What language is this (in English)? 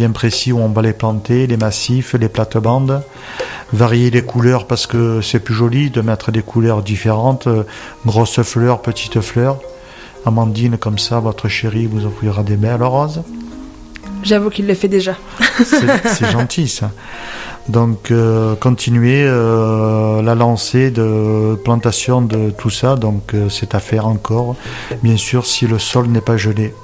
French